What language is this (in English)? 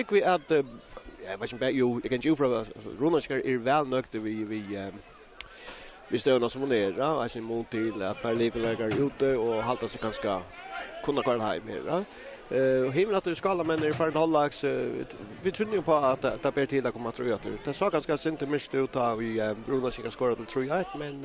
Faroese